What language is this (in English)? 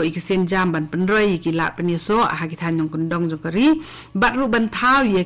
Khasi